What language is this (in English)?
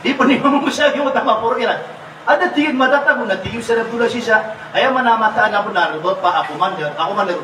Maranao